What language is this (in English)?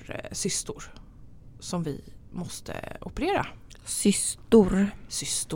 Swedish